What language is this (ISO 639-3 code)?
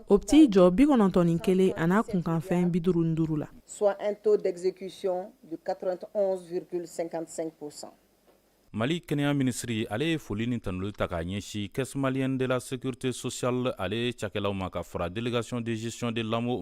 bam